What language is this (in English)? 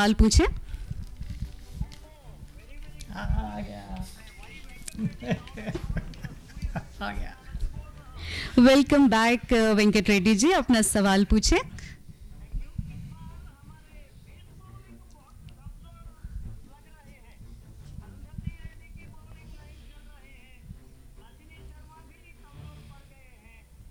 Hindi